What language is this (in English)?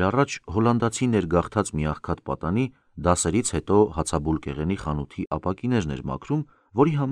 Armenian